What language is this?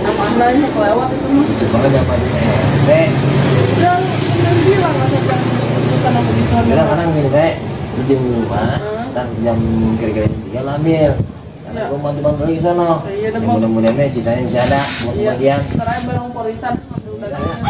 Betawi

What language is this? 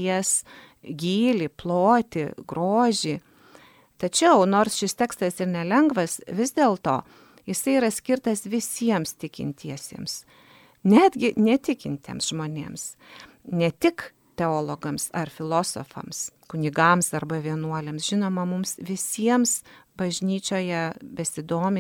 Lithuanian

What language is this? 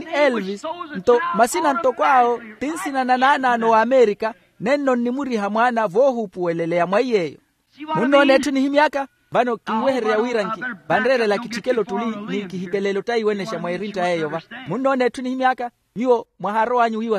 Makhuwa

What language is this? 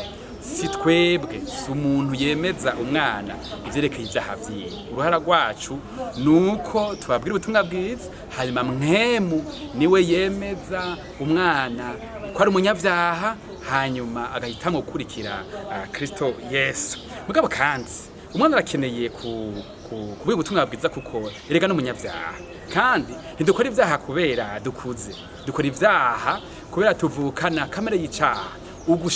Rundi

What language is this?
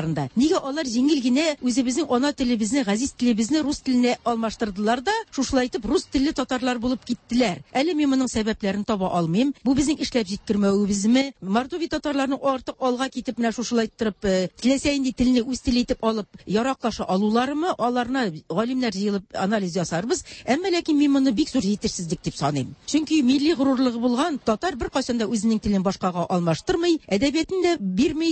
Tatar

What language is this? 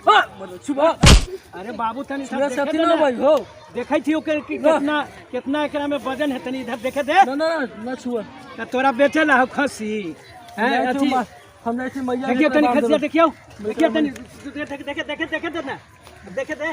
Magahi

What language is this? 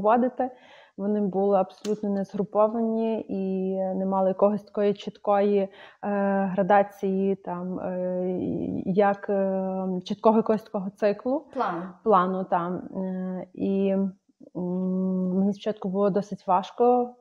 Ukrainian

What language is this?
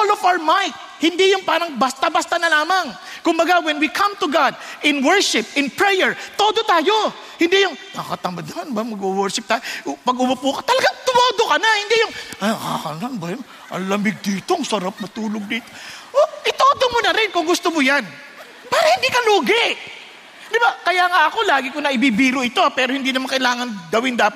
Filipino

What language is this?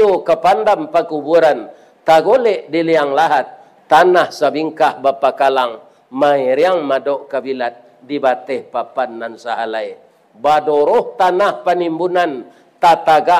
Minangkabau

